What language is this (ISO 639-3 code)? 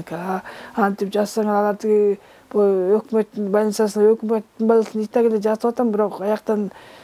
kir